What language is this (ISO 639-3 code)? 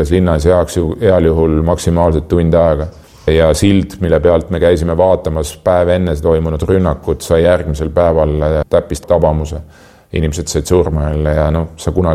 est